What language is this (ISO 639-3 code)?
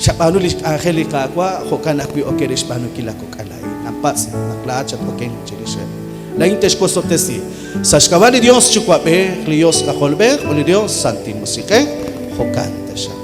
kek